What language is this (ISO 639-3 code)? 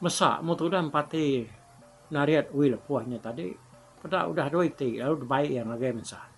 iba